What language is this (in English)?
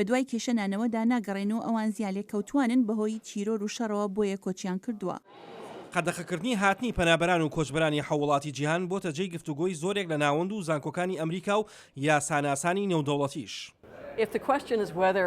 Central Kurdish